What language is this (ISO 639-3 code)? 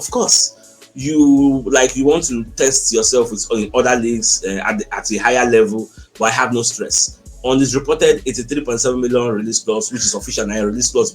pcm